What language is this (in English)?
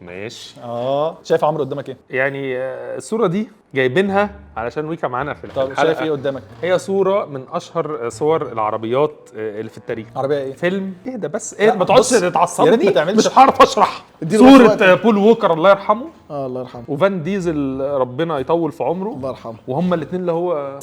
Egyptian Arabic